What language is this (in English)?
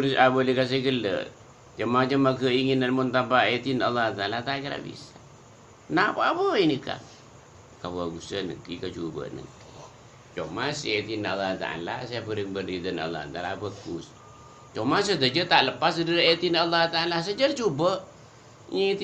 Madurese